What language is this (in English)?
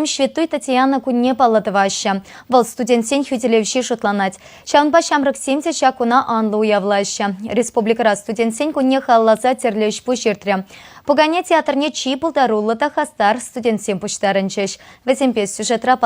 Chuvash